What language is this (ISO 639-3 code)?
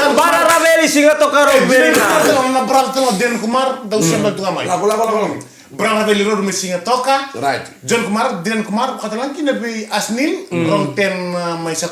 fij